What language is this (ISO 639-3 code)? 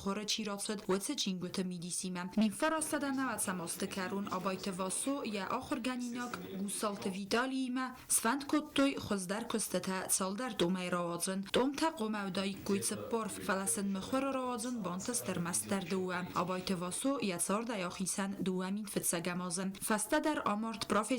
oss